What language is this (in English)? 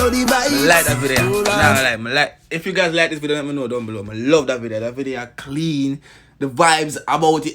Jamaican Creole English